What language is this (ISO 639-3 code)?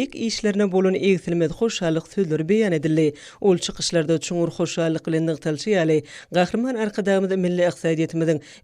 tuk